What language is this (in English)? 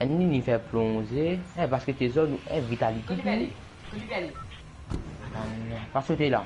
Morisyen